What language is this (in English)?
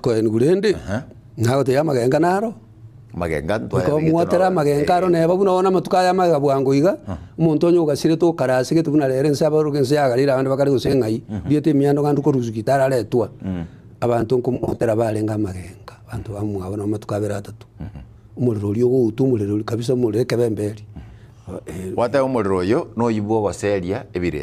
Gusii